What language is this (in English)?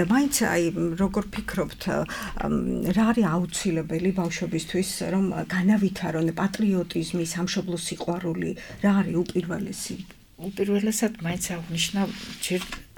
Georgian